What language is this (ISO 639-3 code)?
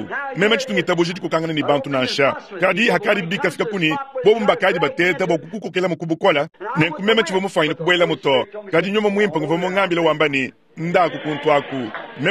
lua